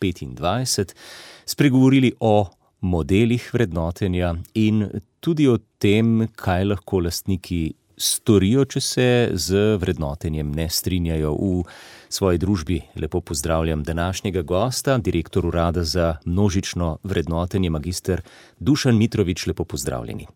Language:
Slovenian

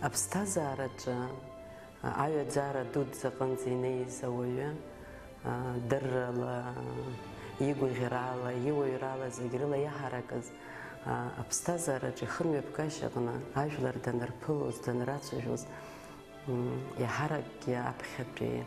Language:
Abkhazian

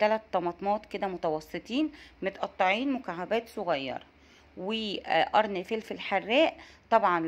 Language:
Egyptian Arabic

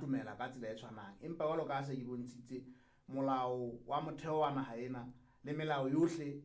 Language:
Southern Sotho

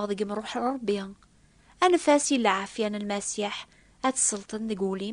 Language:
Kabyle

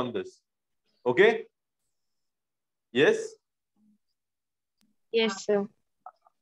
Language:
Hindi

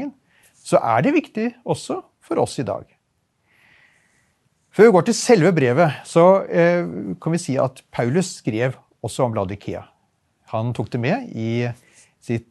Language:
Norwegian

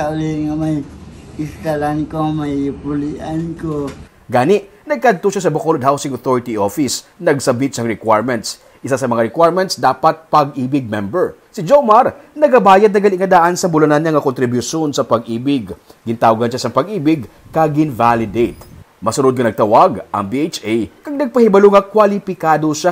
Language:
Hiligaynon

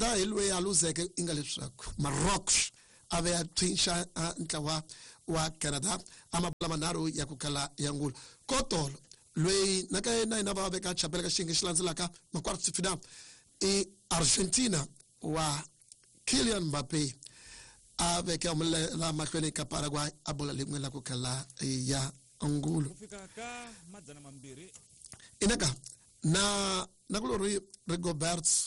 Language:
Tsonga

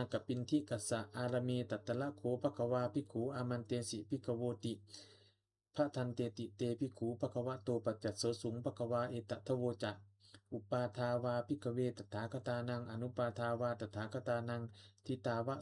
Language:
Pali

